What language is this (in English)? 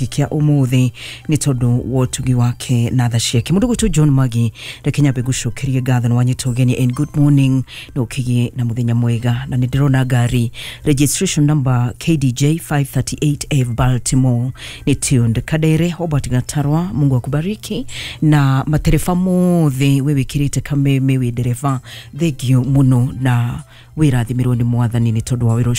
Kikuyu